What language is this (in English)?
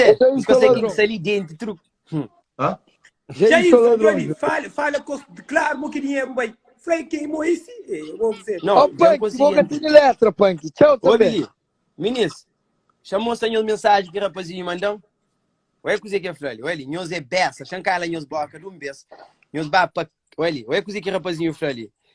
Kabuverdianu